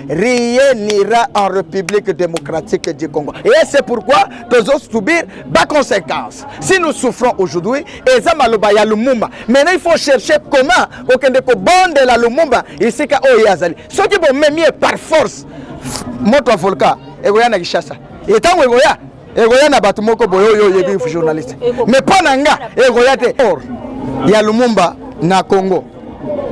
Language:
Lingala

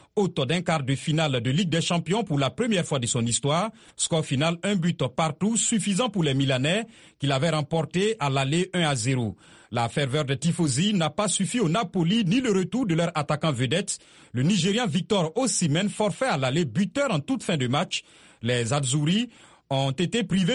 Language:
French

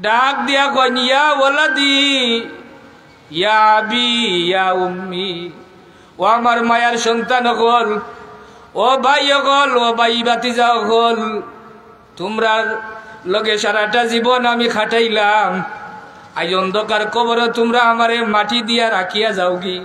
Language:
Sylheti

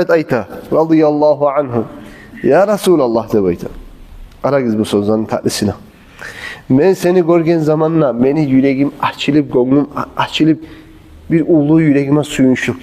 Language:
Kumyk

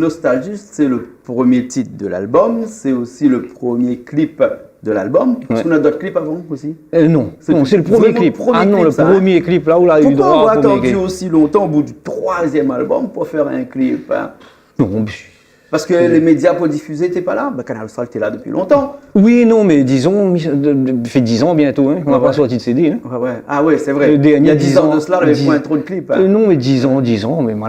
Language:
Réunion Creole French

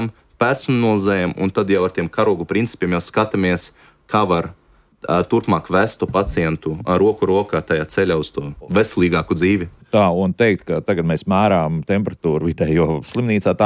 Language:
Latvian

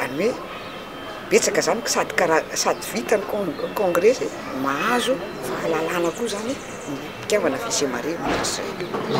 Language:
Malagasy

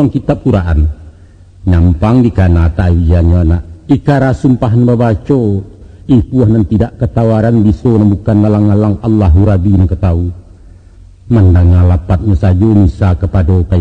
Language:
Minangkabau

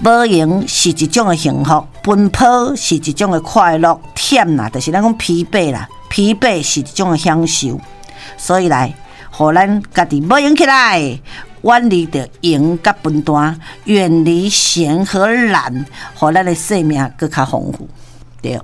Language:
Min Nan Chinese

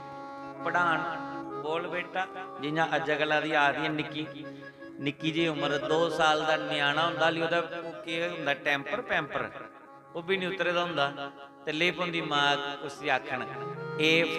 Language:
Dogri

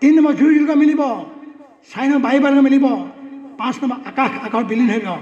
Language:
Assamese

